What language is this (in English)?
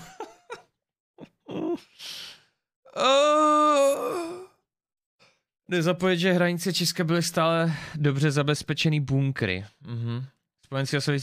Czech